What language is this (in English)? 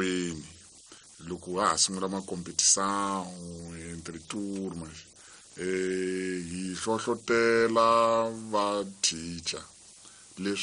Tsonga